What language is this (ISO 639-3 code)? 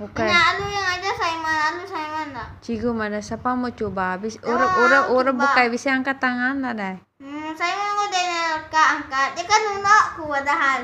iba